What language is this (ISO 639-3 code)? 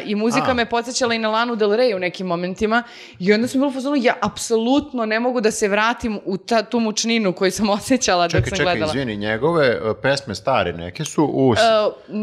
srp